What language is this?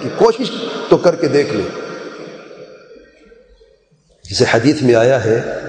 Urdu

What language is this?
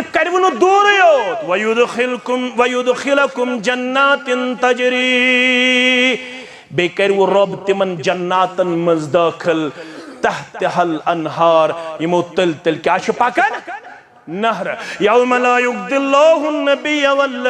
Kashmiri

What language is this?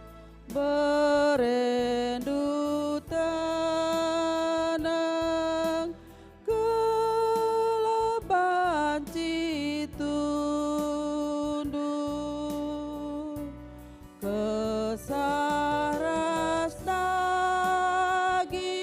Batak Karo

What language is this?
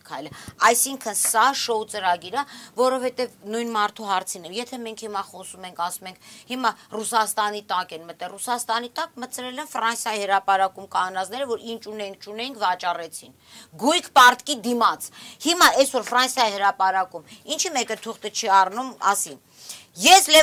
Armenian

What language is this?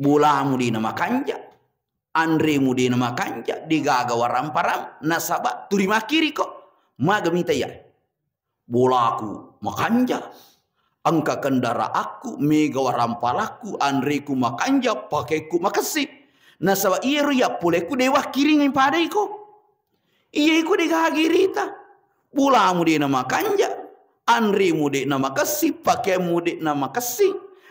Buginese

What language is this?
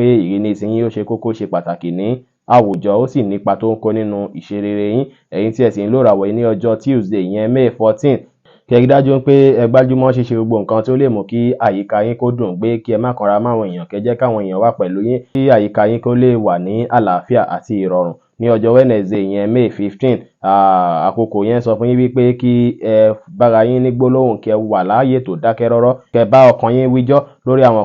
Yoruba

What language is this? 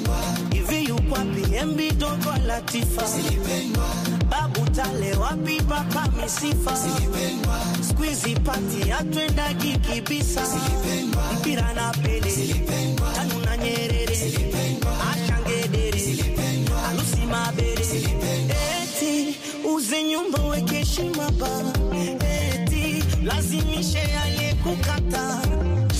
Swahili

